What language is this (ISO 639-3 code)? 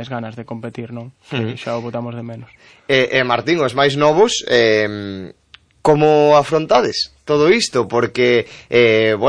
glg